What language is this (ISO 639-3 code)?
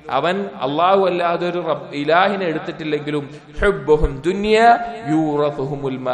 mal